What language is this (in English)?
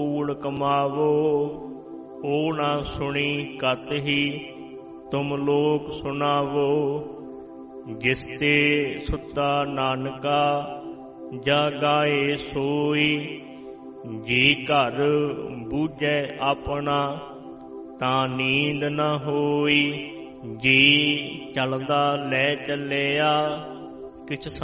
Punjabi